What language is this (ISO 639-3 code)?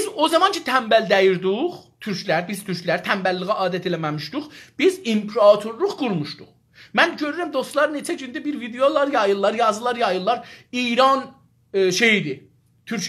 azb